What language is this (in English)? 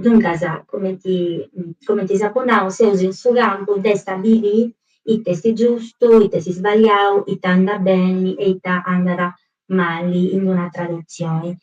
Sardinian